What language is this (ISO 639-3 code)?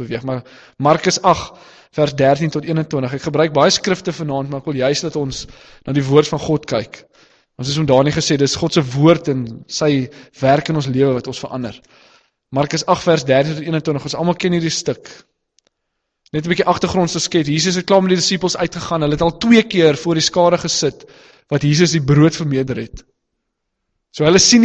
afr